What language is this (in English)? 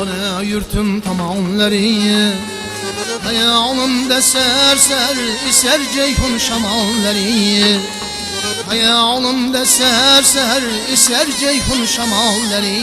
Kara-Kalpak